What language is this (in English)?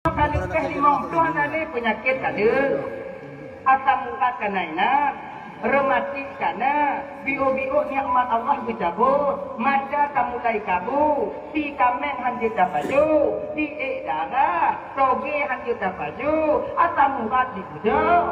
Achinese